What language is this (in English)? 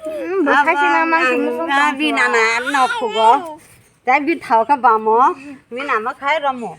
Kok Borok